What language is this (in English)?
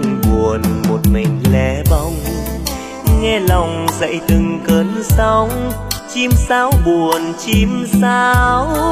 Vietnamese